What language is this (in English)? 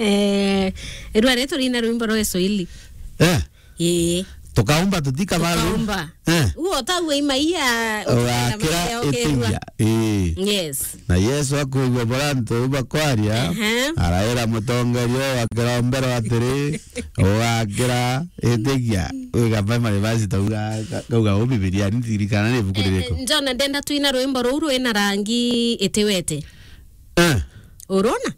Meru